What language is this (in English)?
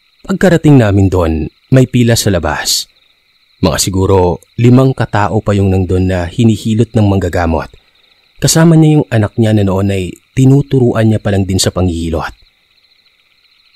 Filipino